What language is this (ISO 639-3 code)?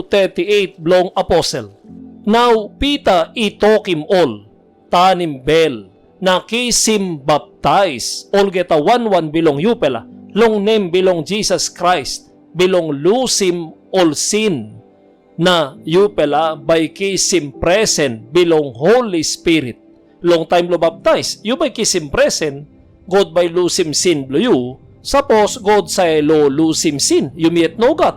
tpi